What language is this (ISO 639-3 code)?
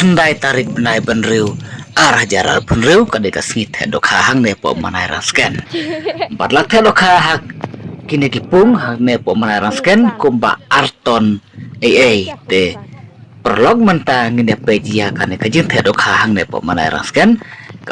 kha